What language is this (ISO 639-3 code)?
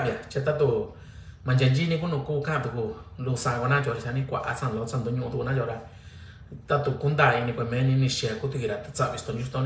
mix